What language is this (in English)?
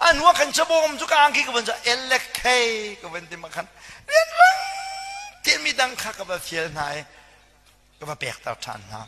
Hakha Chin